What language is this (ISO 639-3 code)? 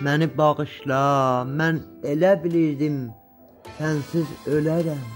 azb